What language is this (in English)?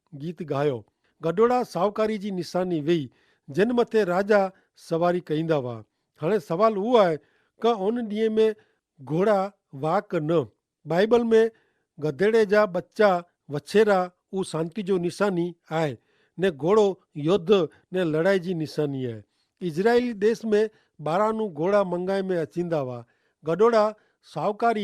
Kachhi